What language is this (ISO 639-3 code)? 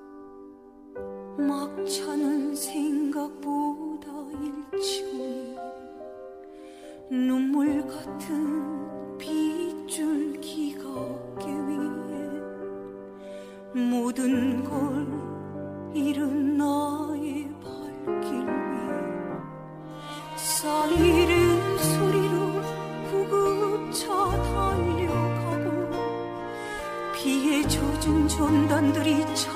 kor